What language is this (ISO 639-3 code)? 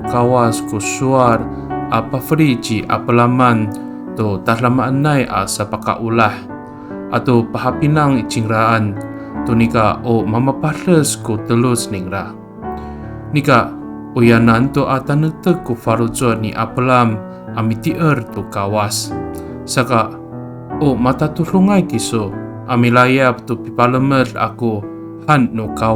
ami